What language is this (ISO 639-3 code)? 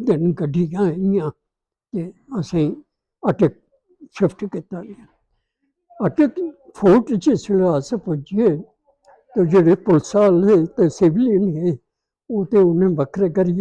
doi